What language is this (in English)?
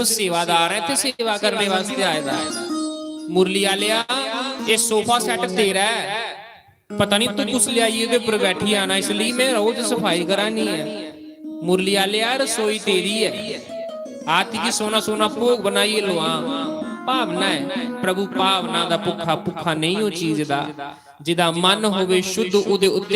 Dogri